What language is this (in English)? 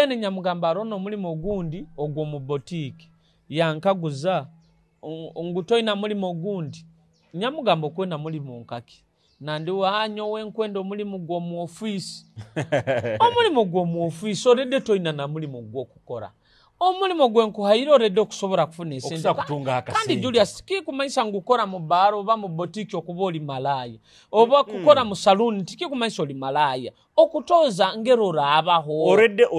Nyoro